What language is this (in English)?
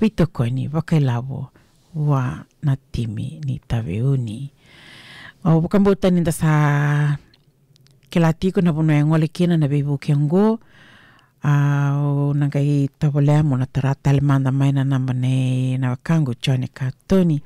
Fijian